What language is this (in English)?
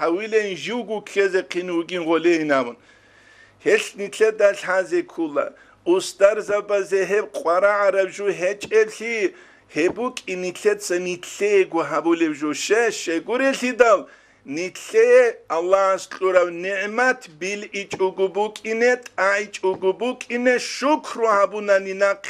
Avaric